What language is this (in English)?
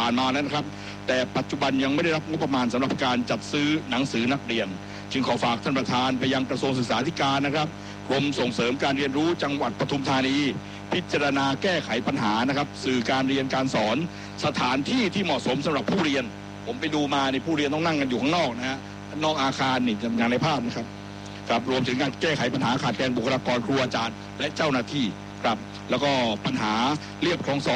Thai